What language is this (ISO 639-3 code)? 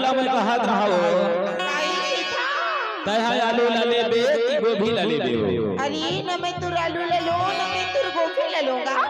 hne